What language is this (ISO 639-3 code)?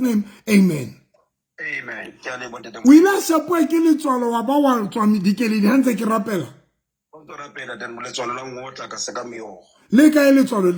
sot